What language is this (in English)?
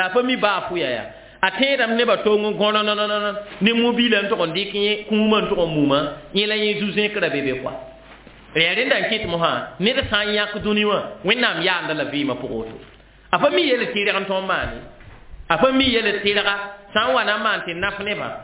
Mossi